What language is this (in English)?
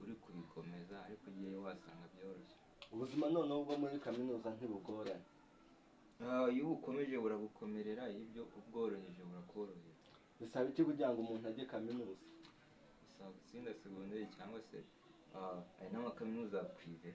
Kinyarwanda